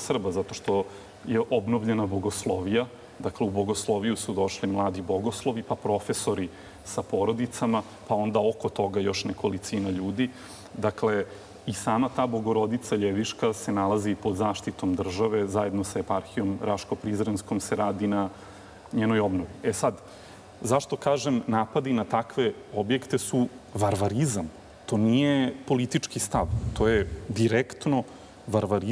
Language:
Serbian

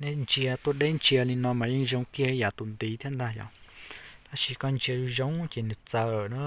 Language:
Hmong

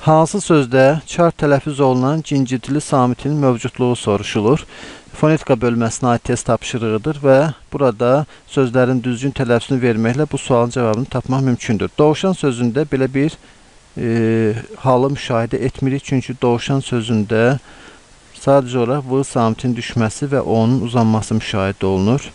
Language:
Azerbaijani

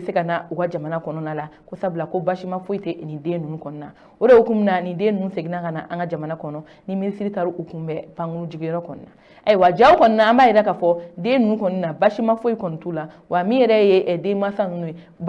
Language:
Bambara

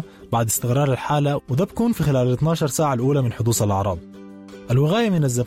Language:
Sudanese Arabic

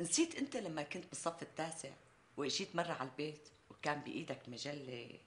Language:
North Levantine Arabic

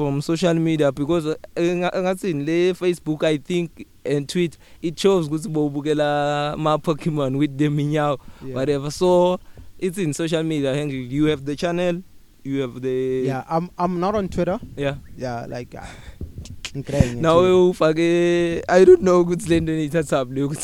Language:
English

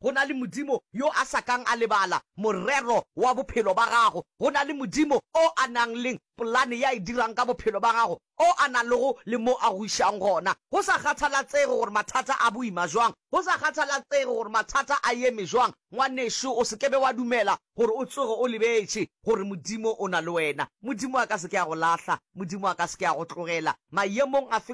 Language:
Northern Sotho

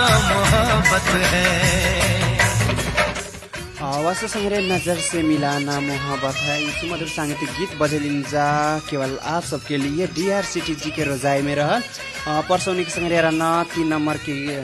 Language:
Bhojpuri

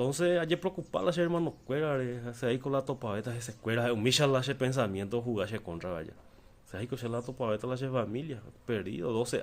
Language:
Guarani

